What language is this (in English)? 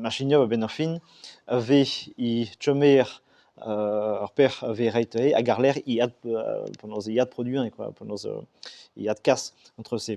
Breton